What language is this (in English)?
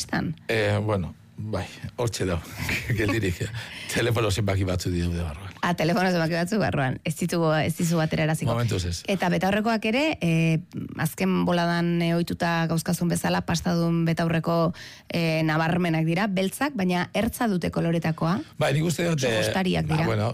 Basque